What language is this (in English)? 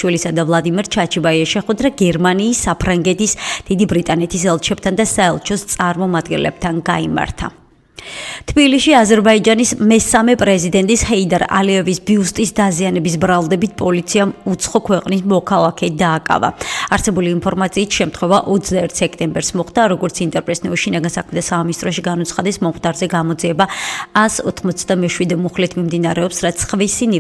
Georgian